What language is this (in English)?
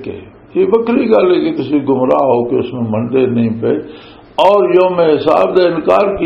Western Panjabi